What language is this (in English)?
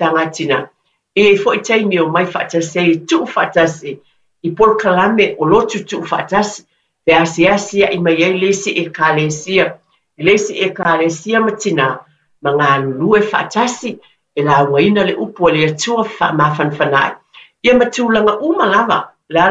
Samoan